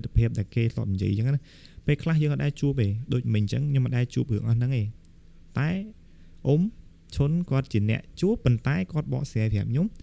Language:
Khmer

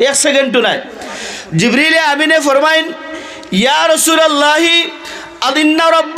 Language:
Sylheti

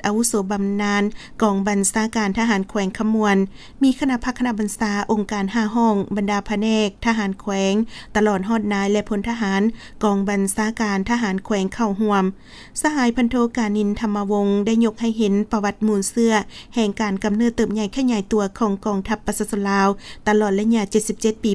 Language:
Lao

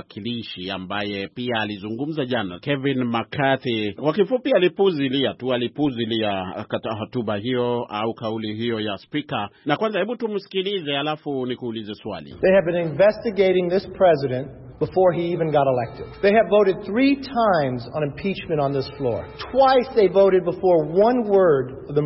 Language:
Swahili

